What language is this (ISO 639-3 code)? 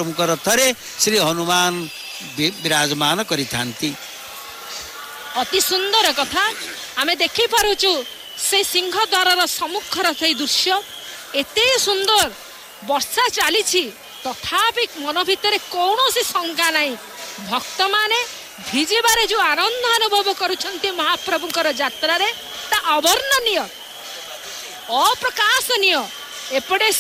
ori